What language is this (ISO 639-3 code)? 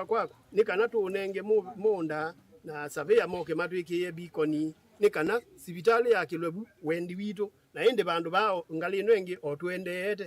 kam